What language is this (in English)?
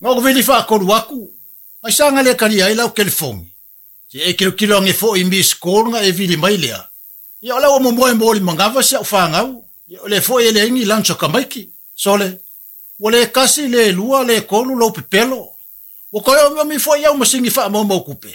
Samoan